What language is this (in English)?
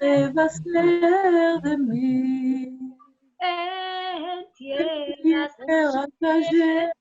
Ladino